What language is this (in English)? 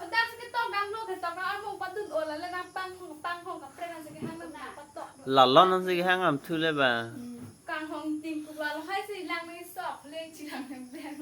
Karbi